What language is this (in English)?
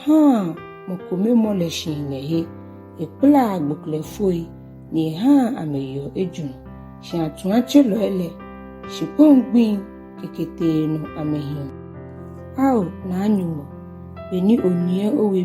Ga